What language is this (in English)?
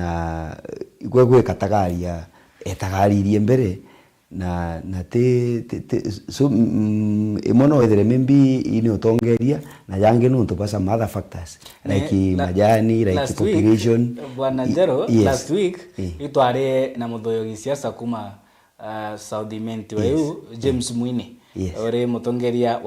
Meru